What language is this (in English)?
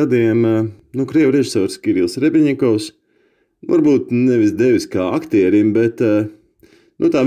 Latvian